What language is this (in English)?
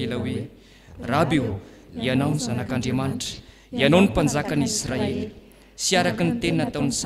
Malagasy